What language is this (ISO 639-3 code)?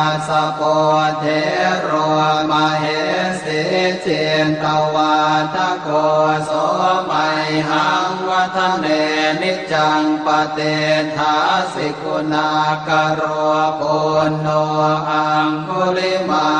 pli